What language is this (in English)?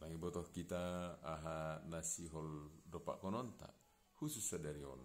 Batak Simalungun